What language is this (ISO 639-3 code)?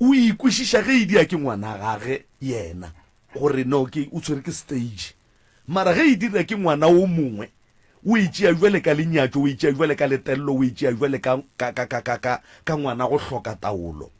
nso